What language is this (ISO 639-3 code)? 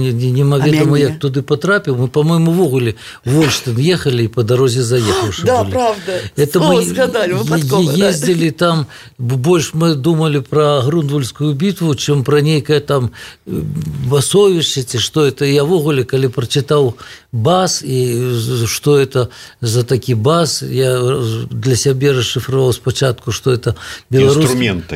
bel